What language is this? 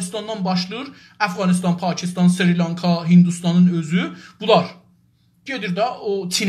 South Azerbaijani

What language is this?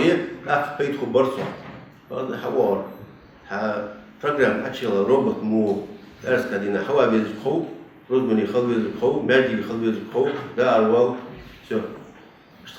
Ingush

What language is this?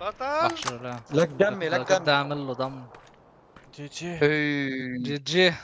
North Levantine Arabic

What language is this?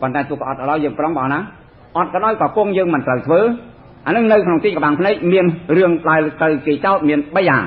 Khmer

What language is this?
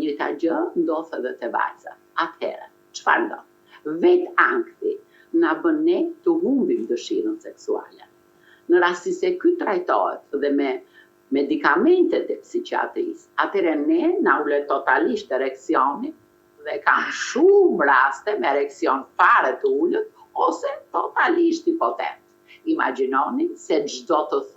Albanian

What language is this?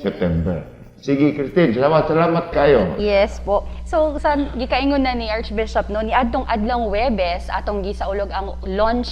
Cebuano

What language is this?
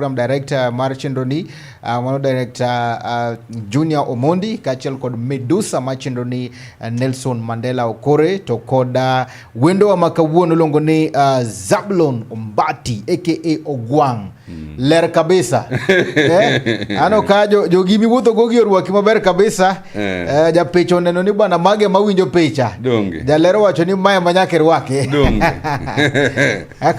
Luo (Kenya and Tanzania)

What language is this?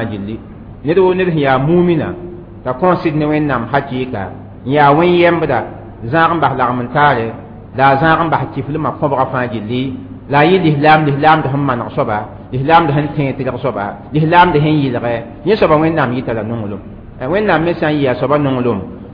Mossi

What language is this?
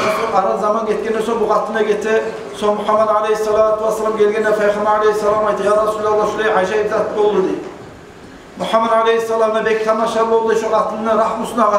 Kumyk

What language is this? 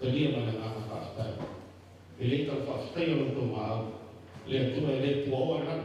Samoan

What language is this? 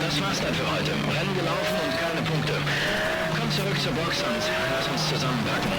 Bavarian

